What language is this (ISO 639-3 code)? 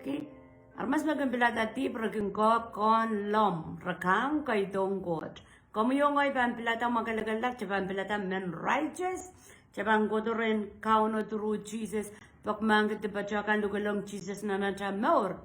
pon